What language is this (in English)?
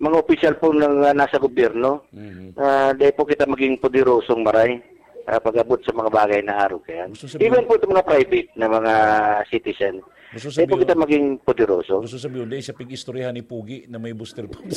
Bikol